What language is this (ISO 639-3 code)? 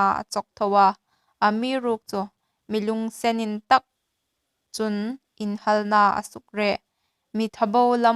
hmr